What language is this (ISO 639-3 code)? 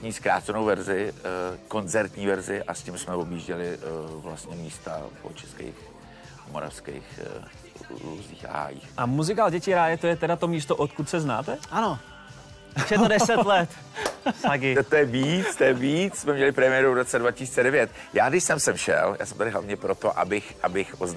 ces